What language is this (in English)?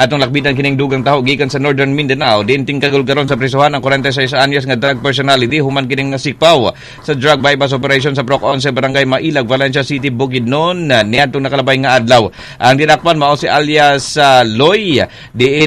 Cebuano